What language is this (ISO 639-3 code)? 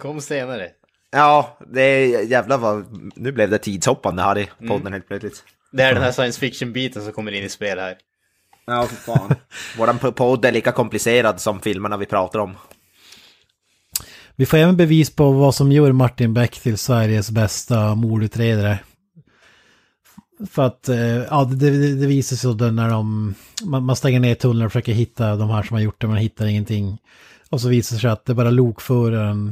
swe